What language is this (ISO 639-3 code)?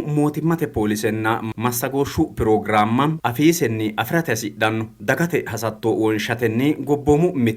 sid